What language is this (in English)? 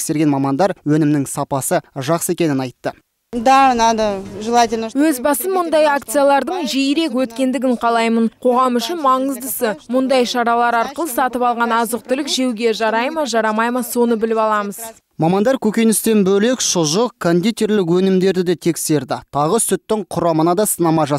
Kazakh